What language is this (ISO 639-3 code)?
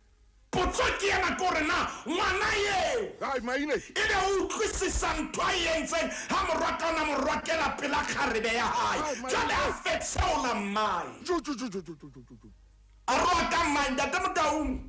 sot